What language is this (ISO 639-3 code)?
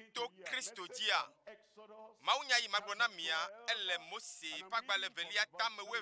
ewe